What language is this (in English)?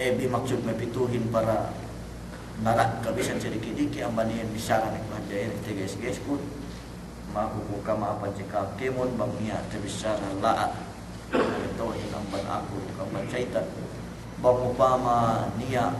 Yakan